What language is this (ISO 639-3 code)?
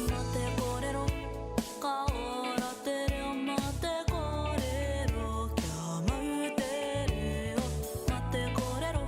mri